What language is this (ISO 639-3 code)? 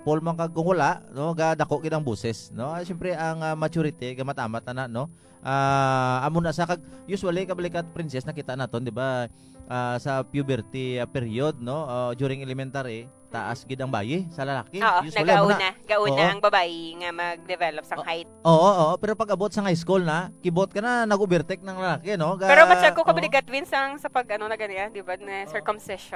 hil